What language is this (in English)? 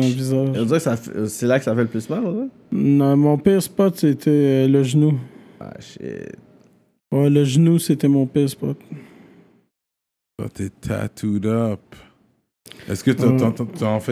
French